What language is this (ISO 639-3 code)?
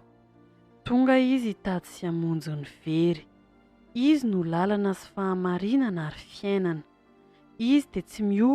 mlg